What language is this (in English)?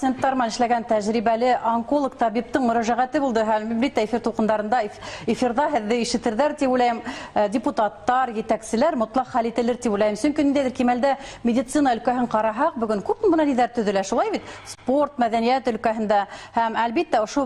Bashkir